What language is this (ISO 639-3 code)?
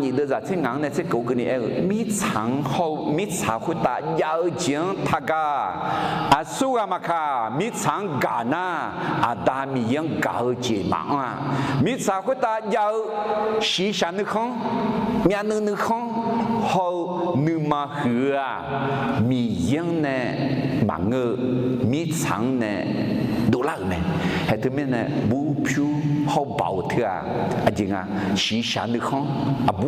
ahk